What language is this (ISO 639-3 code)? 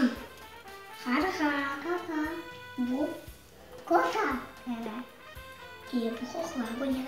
crh